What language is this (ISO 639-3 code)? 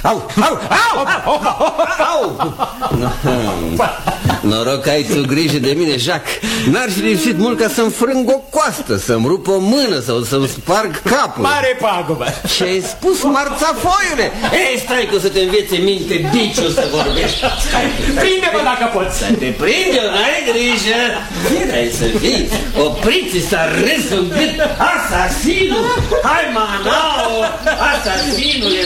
ron